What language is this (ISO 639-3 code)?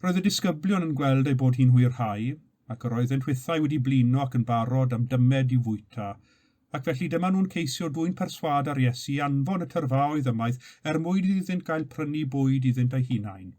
cym